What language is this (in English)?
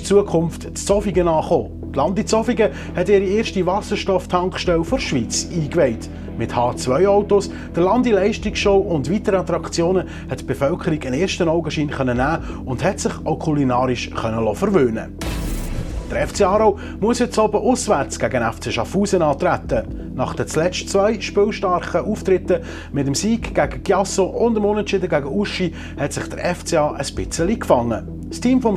Swiss German